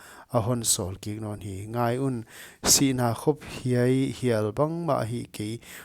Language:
Paite Chin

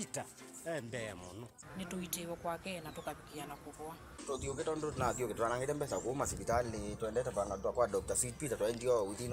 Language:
Kamba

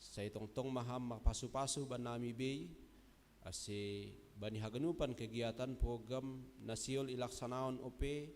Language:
Batak Simalungun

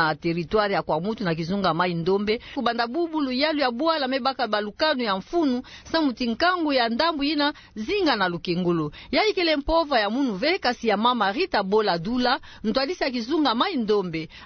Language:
Kituba (Democratic Republic of Congo)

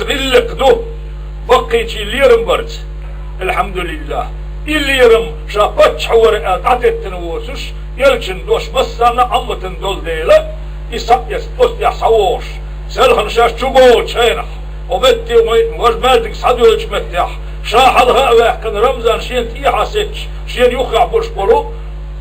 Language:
Chechen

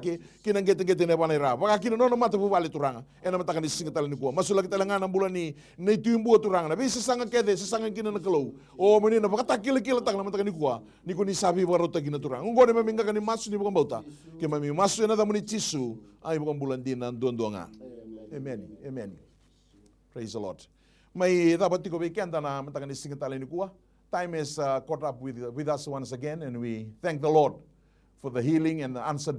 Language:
Fijian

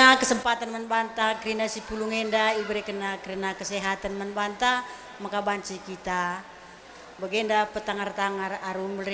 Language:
Batak Karo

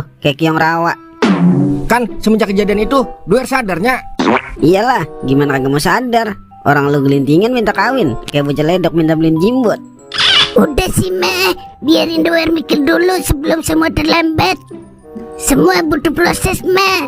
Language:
Betawi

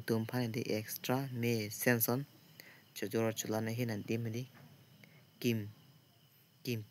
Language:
Karbi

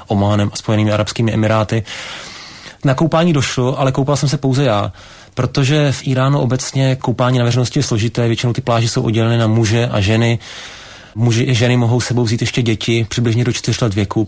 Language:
Czech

